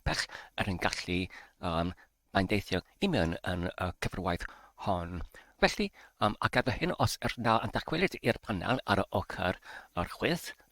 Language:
Welsh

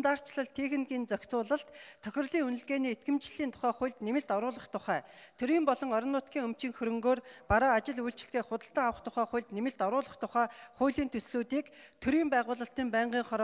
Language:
Mongolian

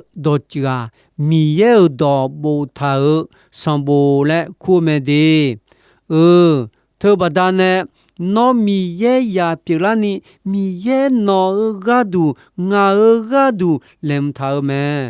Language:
Akha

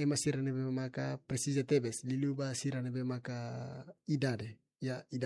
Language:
Tetum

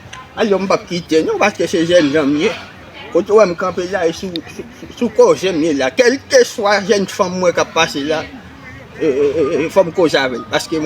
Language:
Haitian Creole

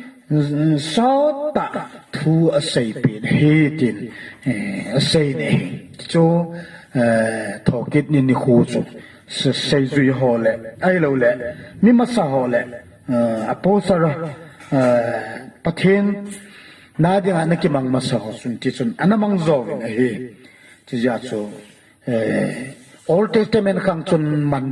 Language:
Thado Chin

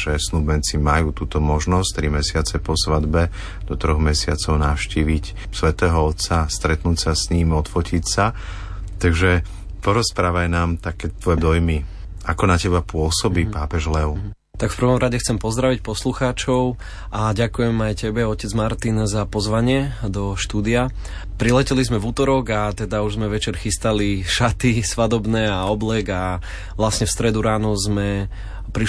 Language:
Slovak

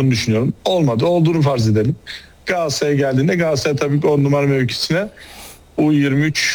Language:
Turkish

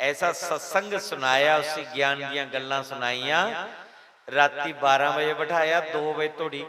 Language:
Dogri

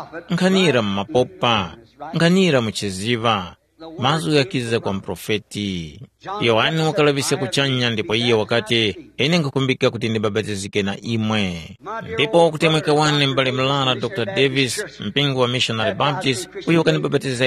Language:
Tumbuka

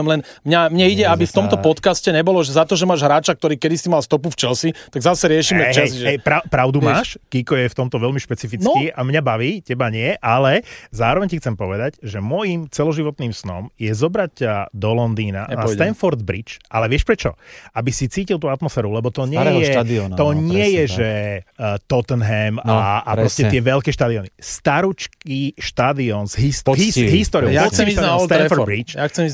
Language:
Slovak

